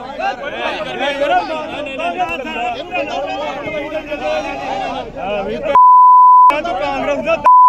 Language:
Punjabi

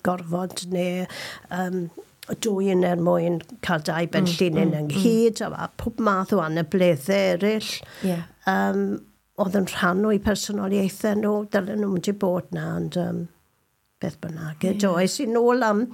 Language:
Welsh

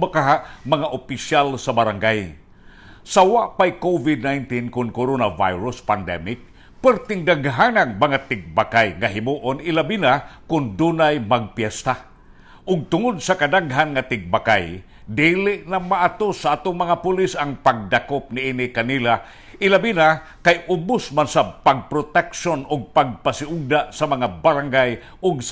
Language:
Cebuano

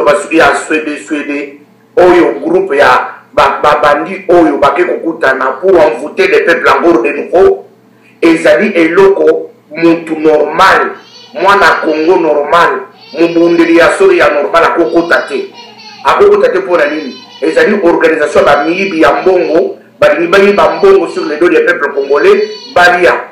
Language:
Lingala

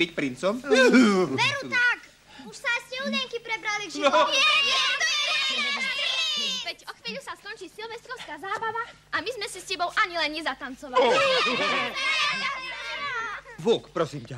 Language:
Slovak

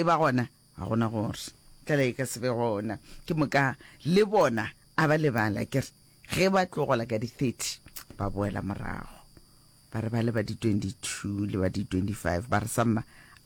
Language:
Northern Sotho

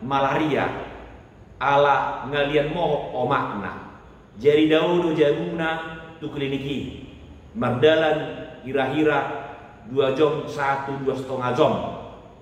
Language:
Batak Toba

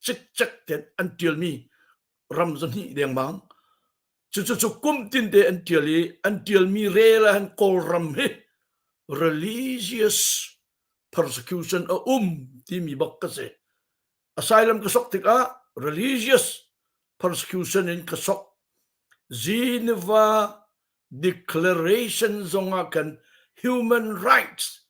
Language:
Hakha Chin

